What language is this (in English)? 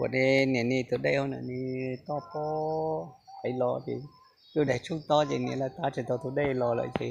Hmong